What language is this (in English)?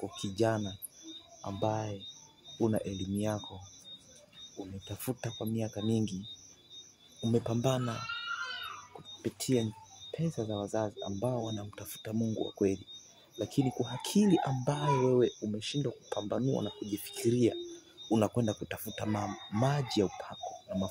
Swahili